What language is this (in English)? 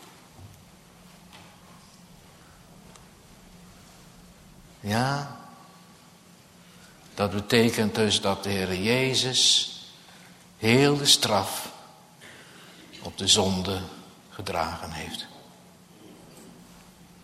Dutch